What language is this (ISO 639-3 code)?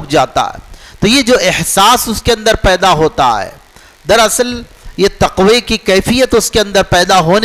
urd